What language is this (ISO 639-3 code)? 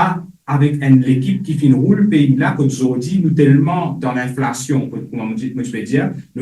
mfe